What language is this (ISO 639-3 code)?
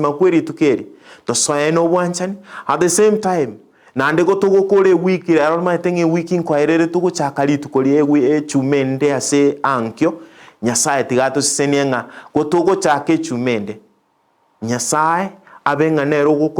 guz